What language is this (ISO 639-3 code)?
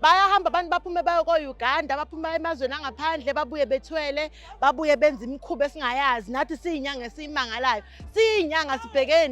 zul